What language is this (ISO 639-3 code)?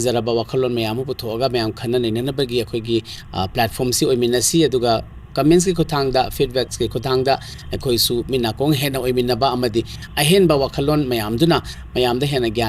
mni